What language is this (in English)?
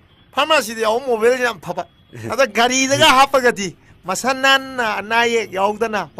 Manipuri